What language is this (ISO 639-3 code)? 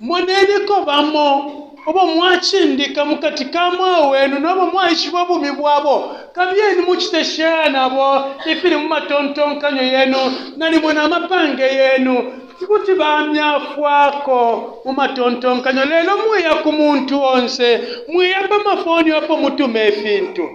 bem